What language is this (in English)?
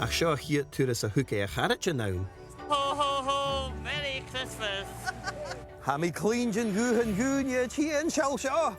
Scottish Gaelic